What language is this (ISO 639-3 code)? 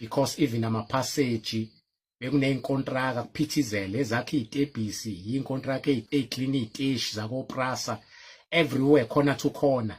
zul